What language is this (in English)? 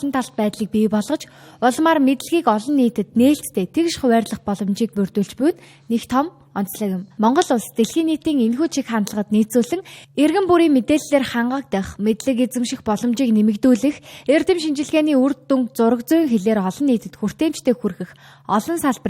Mongolian